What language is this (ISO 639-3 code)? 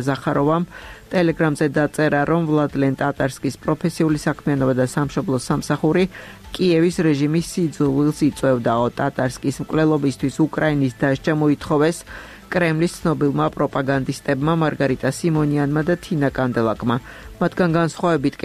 kat